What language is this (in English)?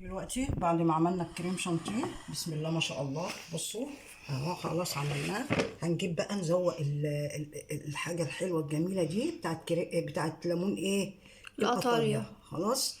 Egyptian Arabic